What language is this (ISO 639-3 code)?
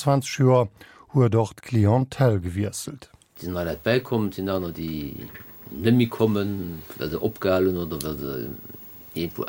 ltz